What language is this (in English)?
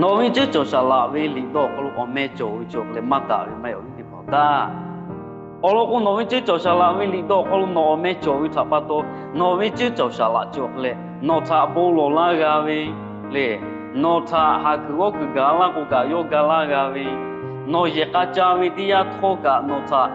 Lahu